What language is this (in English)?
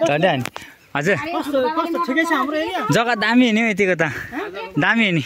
Nepali